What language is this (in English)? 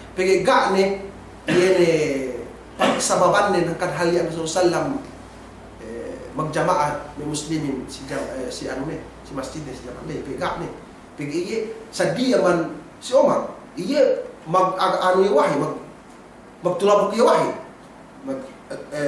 Yakan